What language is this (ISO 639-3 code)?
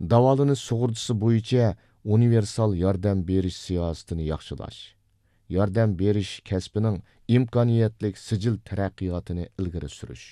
uig